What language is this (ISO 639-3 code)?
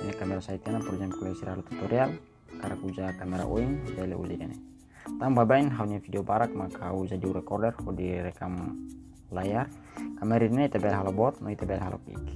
tet